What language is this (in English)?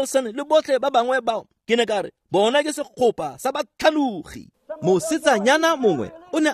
Tswana